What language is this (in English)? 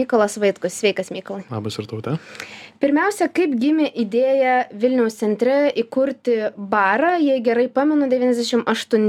Lithuanian